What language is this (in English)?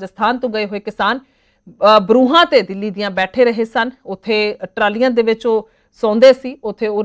Punjabi